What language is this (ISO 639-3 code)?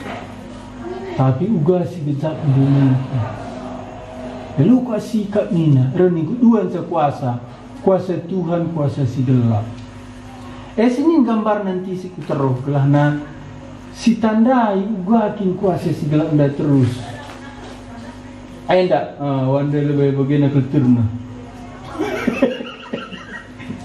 btx